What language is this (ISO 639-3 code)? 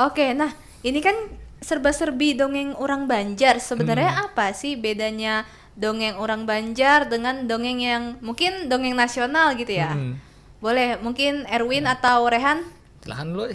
bjn